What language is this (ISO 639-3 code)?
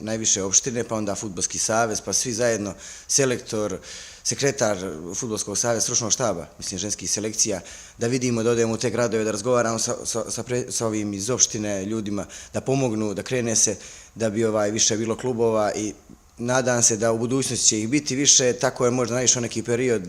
bos